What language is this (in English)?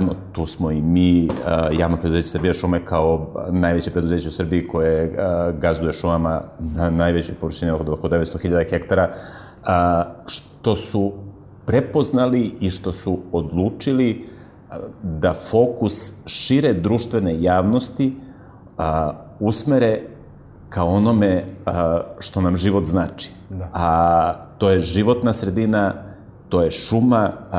Serbian